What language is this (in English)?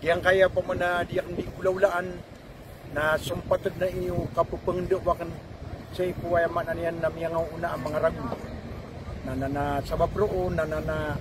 Maranao